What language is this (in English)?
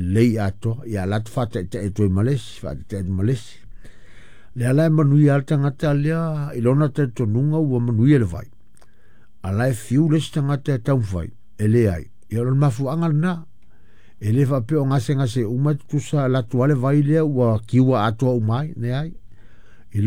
Samoan